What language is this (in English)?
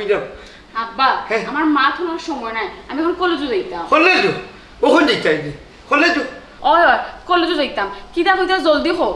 Sylheti